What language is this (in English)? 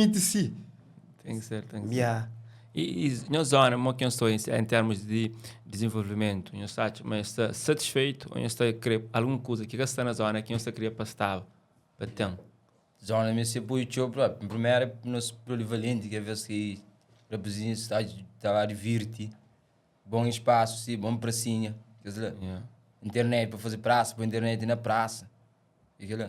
Kabuverdianu